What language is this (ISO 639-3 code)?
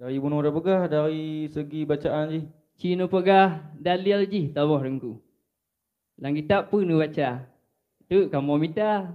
ace